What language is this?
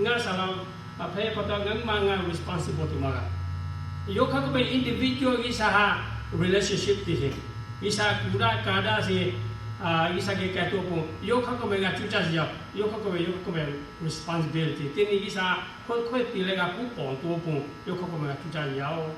Lahu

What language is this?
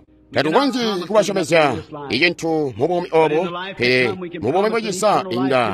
Tonga (Zambia)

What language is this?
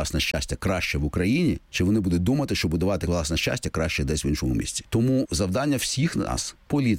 Ukrainian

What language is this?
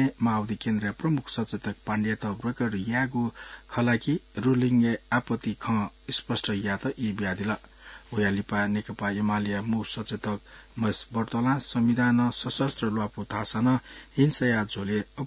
Newari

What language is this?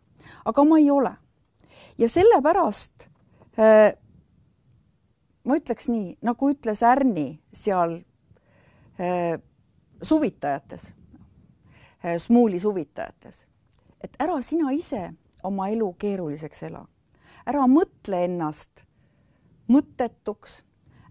Estonian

